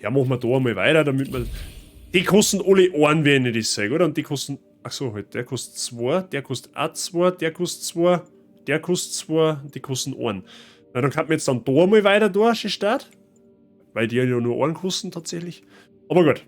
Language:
Bavarian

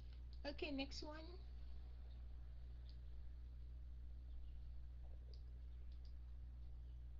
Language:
Vietnamese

